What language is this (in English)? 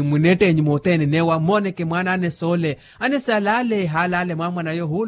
Makhuwa